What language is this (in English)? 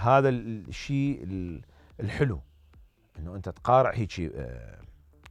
Mesopotamian Arabic